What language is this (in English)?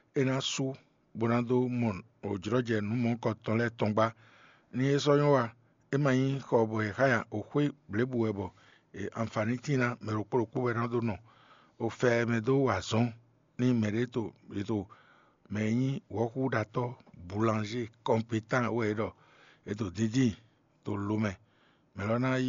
Fon